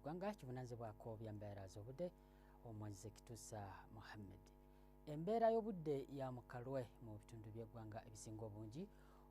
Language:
Ganda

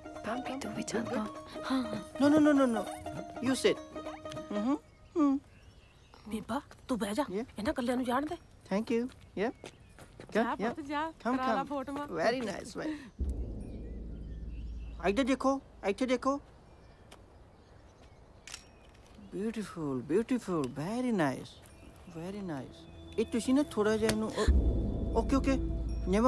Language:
Punjabi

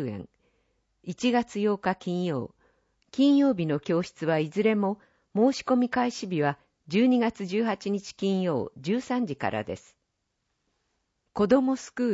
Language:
Japanese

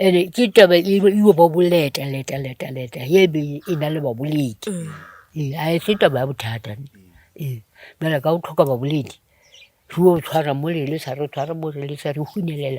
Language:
Northern Sotho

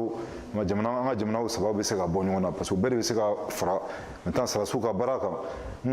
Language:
Bambara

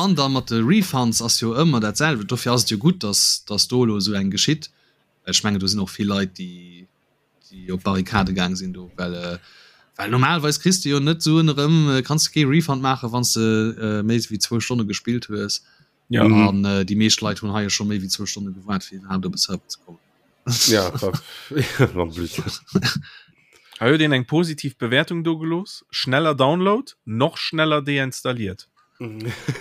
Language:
Luxembourgish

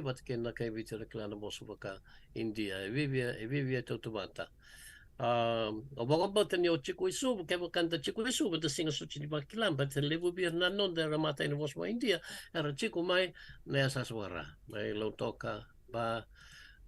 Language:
Fijian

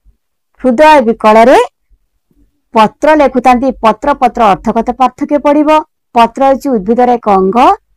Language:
Odia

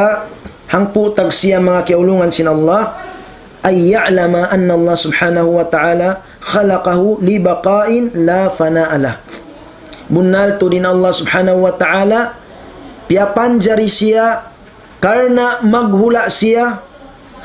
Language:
Tausug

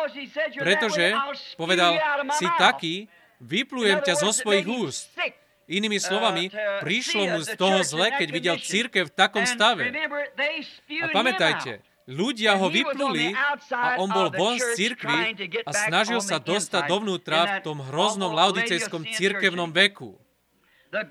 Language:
Slovak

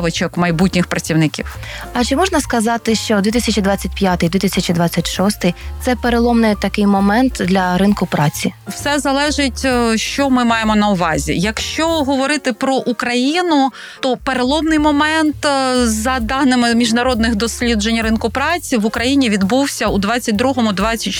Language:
Ukrainian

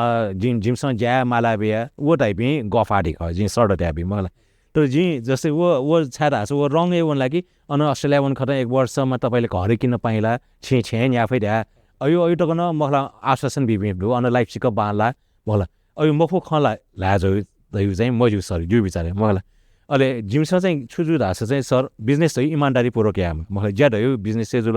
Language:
Newari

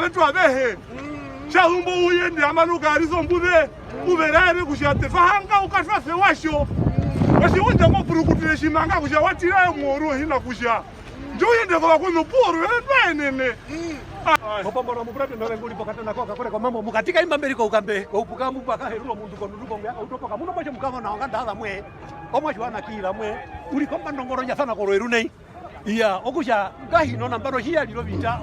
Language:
Herero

